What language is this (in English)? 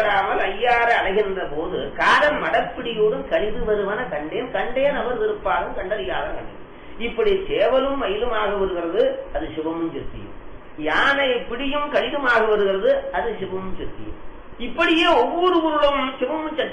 Tamil